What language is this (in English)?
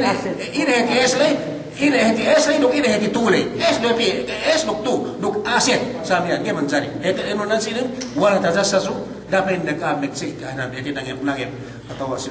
Yakan